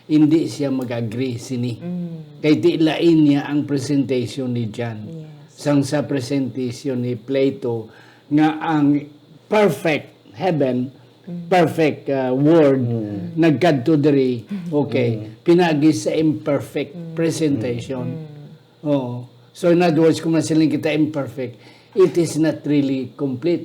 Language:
Hiligaynon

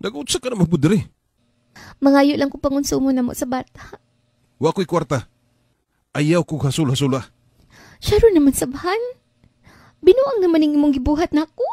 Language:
Cebuano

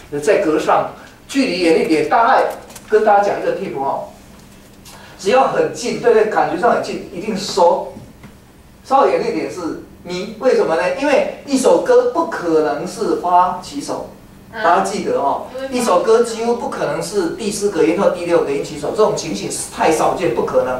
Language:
Chinese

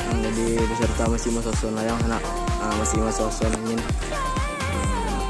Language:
Minangkabau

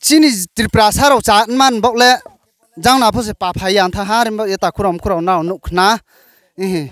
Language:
Riang (India)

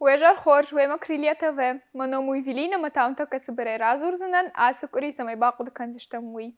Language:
Ossetic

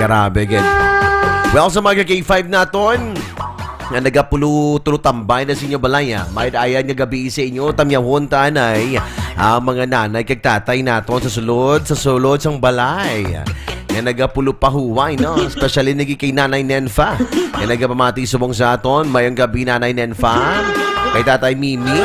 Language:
Hiligaynon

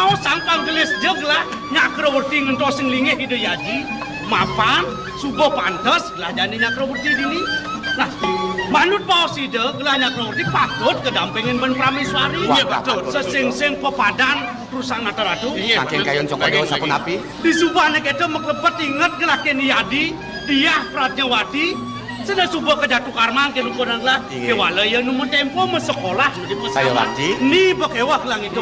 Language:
Balinese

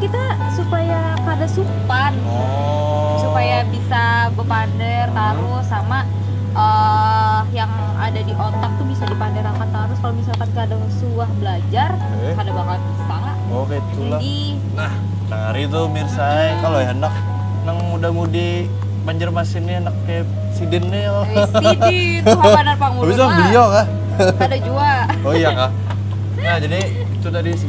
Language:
Banjar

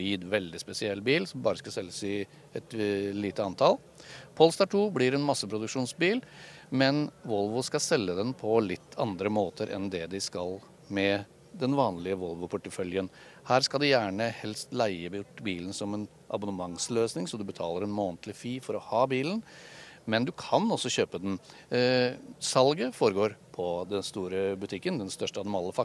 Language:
Norwegian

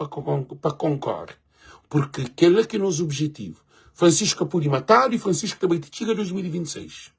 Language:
Kabuverdianu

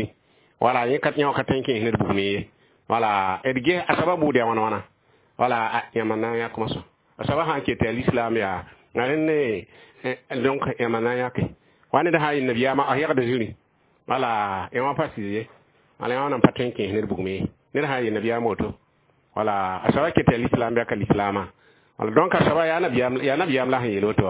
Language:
Mossi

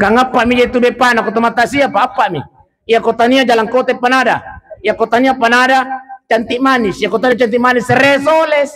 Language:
Buginese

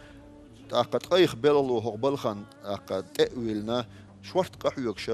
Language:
Chechen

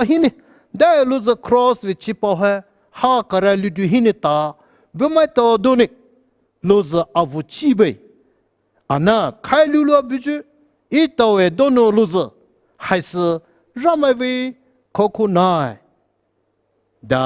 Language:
Poumei Naga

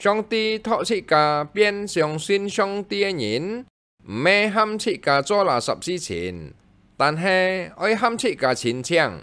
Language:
Hakka Chinese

